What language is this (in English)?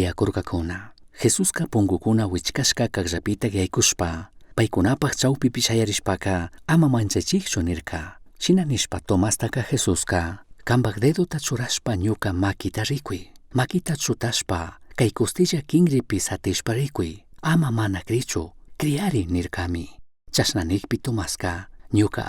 Chimborazo Highland Quichua